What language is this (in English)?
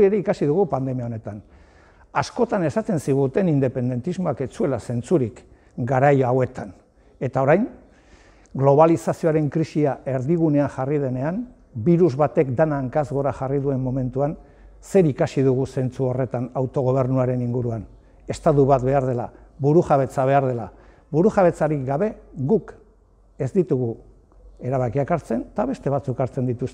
Basque